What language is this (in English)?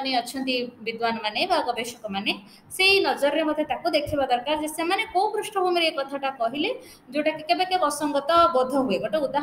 Odia